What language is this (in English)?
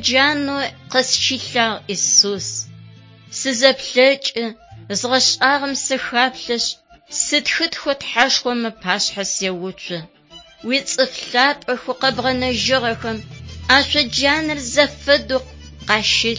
Adyghe